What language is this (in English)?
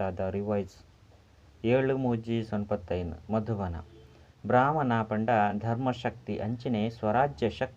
Tulu